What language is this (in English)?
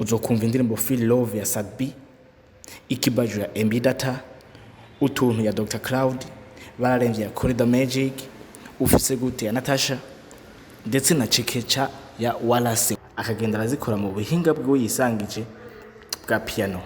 Rundi